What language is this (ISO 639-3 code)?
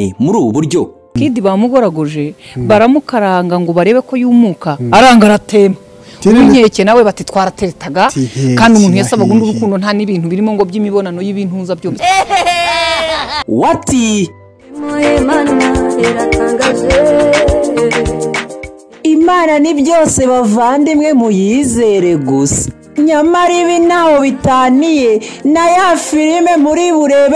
kin